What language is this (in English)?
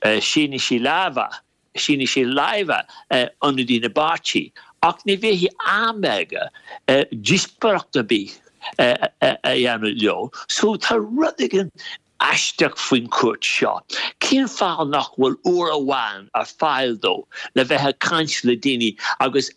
Irish